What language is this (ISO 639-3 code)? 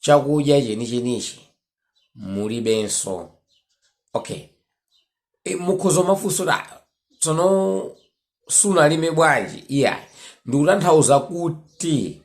nya